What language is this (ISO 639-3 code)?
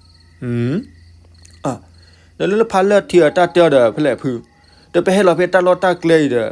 ksw